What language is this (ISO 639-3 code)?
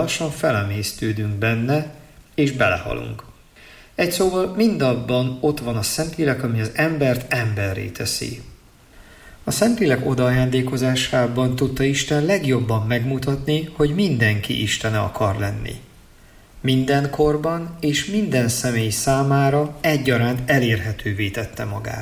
hun